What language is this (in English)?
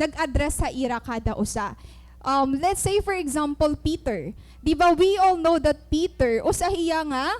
Waray